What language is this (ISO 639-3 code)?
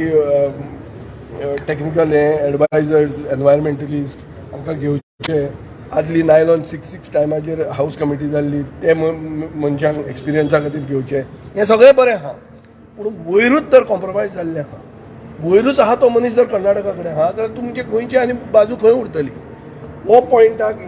kok